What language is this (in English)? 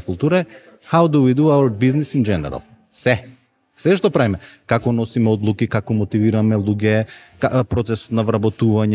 Macedonian